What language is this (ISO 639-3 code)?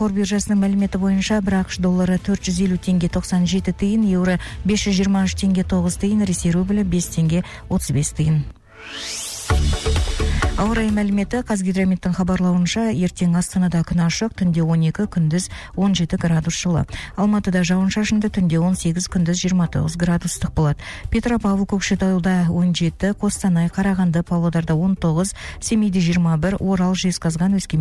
kaz